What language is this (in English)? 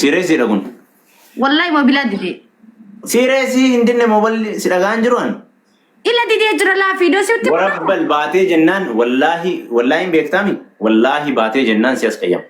Oromo